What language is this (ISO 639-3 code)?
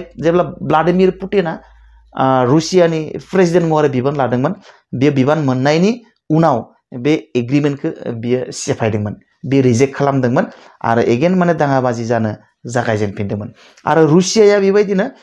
brx